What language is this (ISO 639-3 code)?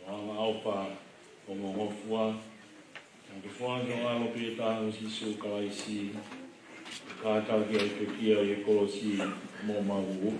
ton